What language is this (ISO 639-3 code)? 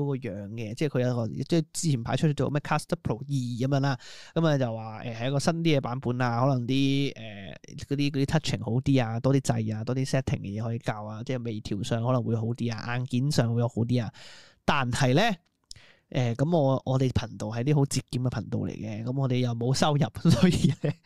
yue